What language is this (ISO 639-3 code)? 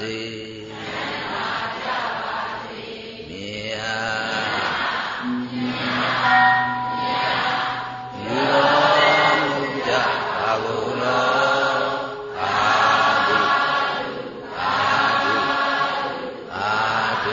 mya